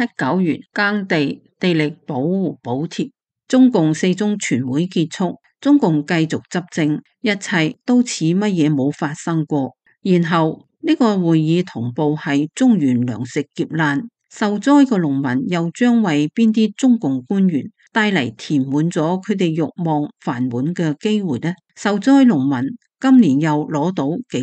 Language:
Cantonese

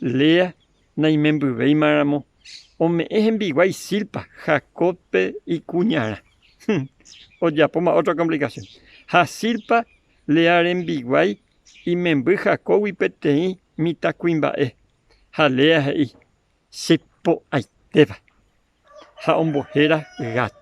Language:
Guarani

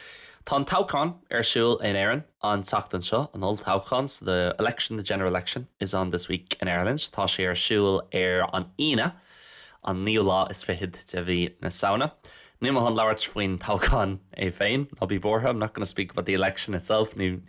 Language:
Irish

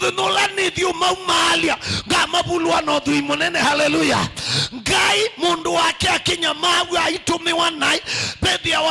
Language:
Kamba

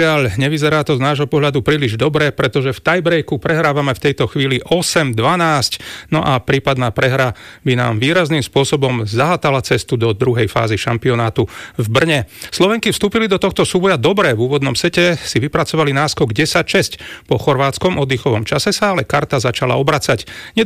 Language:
Slovak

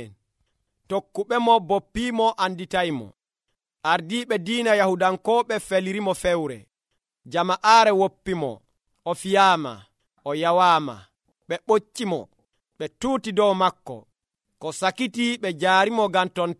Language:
Nigerian Fulfulde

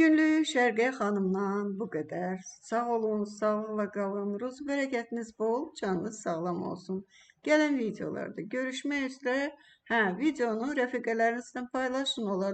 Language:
Azerbaijani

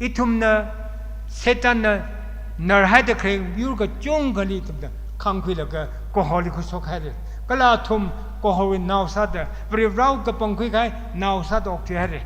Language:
Tangkhul Naga (India)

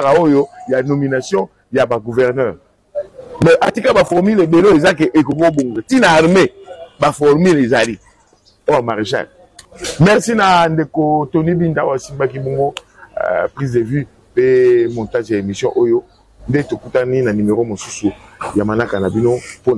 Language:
Lingala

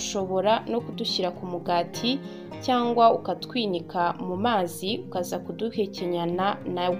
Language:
Kinyarwanda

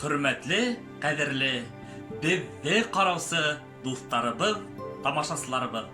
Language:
Bashkir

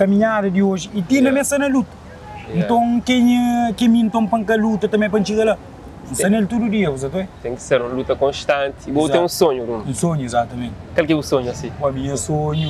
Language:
Kabuverdianu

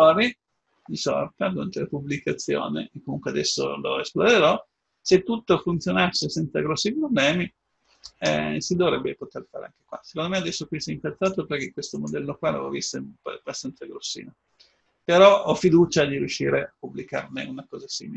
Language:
Italian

